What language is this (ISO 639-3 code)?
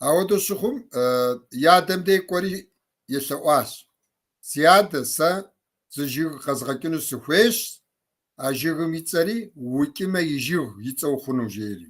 kbd